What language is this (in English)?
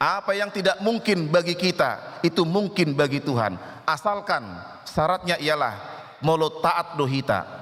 Batak Toba